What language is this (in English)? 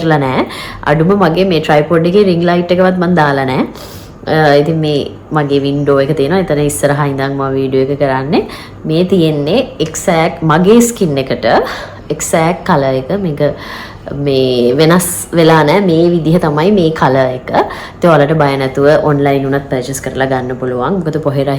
Sinhala